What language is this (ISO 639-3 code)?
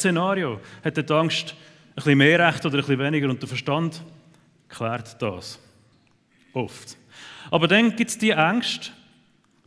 gsw